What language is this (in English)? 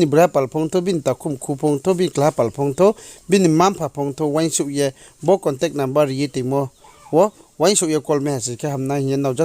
Riang (India)